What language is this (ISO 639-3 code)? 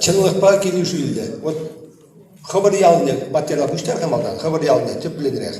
chv